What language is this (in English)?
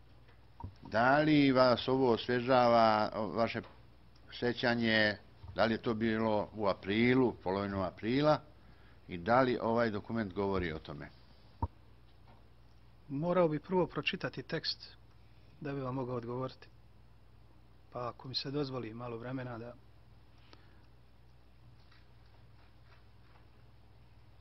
Bosnian